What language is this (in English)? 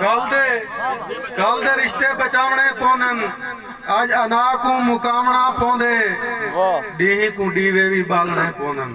Saraiki